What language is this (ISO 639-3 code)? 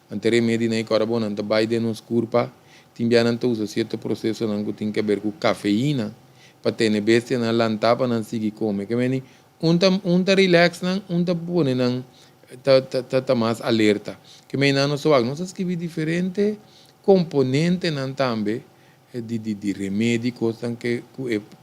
pap